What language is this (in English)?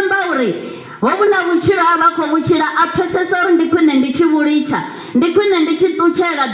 Venda